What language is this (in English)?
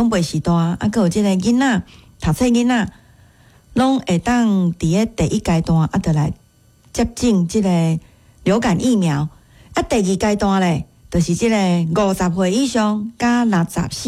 Min Nan Chinese